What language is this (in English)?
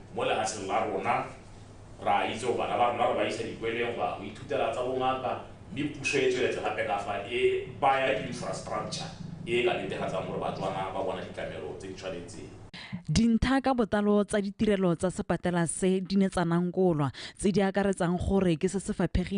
Tswana